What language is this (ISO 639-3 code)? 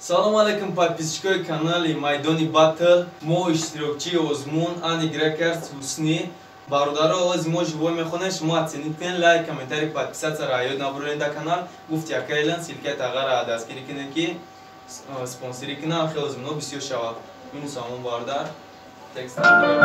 tgk